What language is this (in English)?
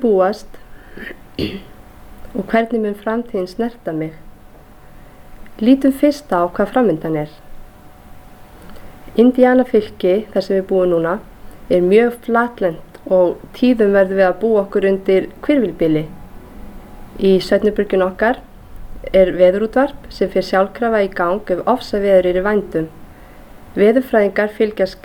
Icelandic